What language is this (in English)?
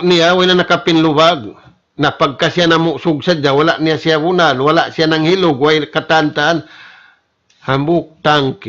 Tausug